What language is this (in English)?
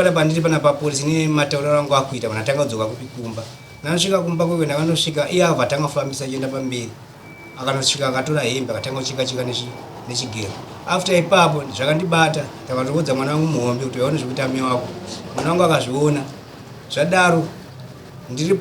Shona